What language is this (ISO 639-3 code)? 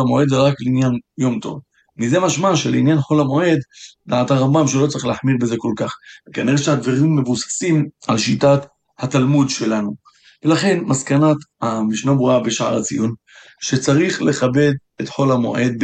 heb